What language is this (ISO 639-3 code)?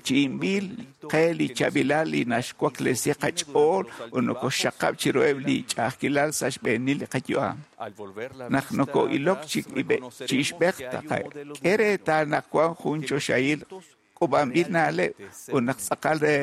kek